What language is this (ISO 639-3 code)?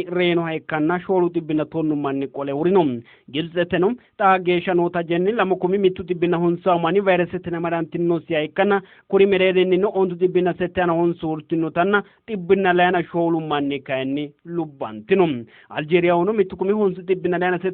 sid